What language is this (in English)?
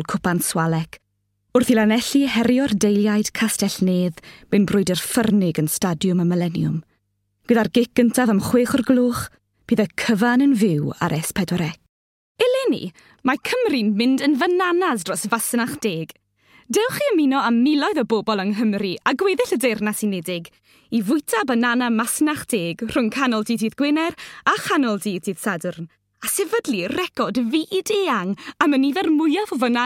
Welsh